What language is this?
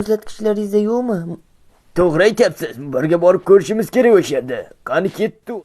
Uzbek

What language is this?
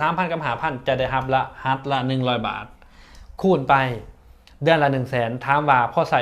Lao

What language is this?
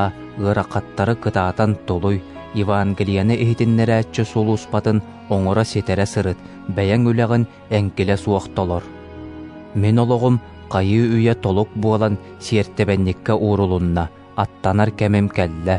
Yakut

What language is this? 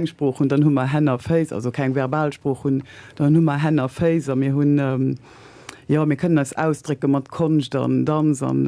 Luxembourgish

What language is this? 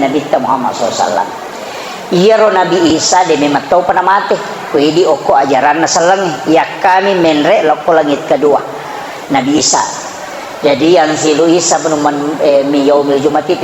Buginese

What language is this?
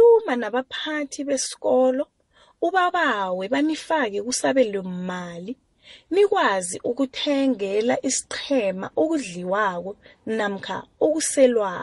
South Ndebele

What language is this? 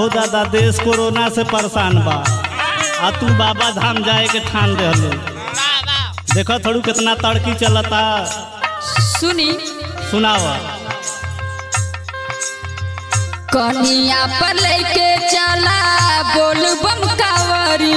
Bhojpuri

